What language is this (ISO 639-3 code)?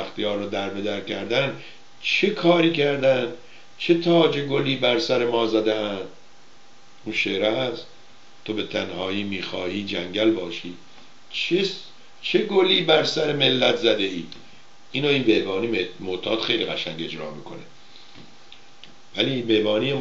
fas